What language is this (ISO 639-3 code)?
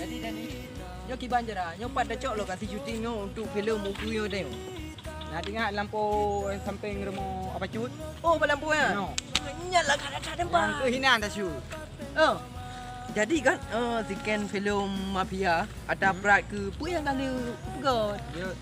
ace